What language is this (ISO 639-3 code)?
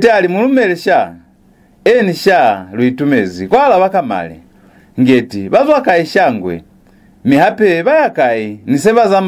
loz